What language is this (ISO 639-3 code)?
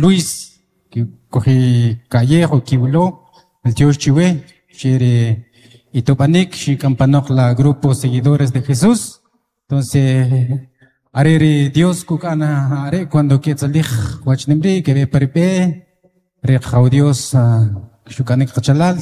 quc